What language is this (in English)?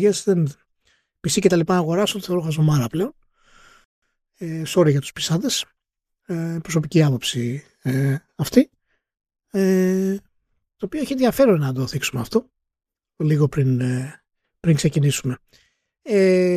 Greek